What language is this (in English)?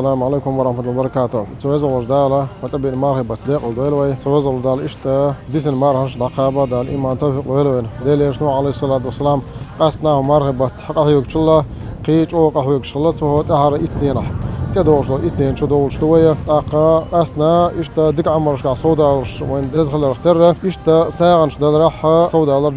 Chechen